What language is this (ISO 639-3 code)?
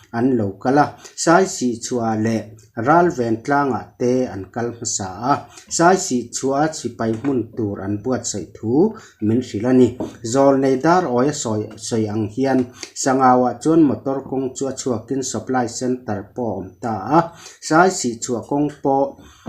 lus